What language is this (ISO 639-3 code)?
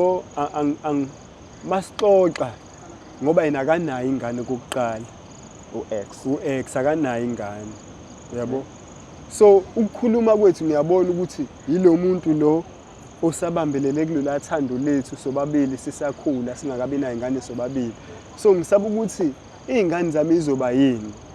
zul